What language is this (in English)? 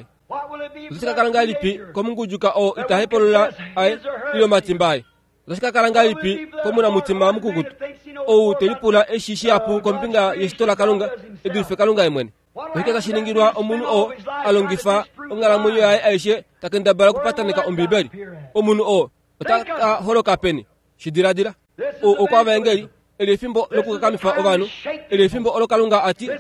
Kuanyama